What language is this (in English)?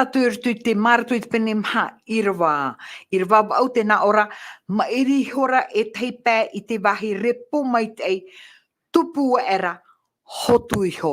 Tahitian